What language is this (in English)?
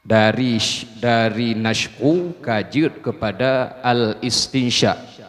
Achinese